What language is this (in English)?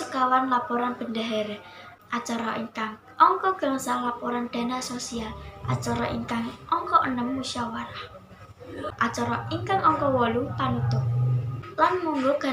Javanese